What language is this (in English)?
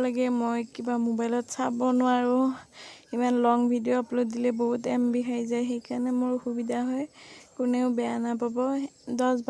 Assamese